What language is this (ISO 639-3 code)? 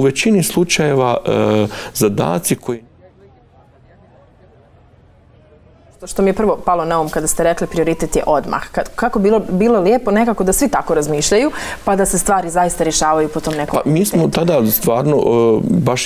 bos